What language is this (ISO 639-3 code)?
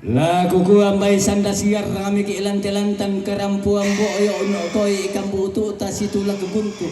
sda